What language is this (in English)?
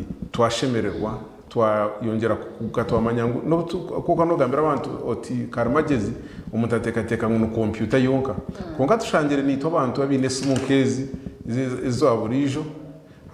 Nyankole